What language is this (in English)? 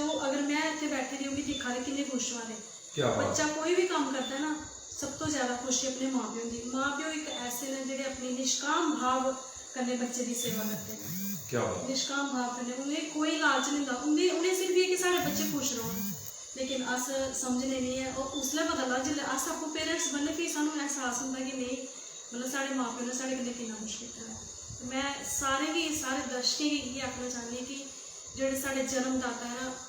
Dogri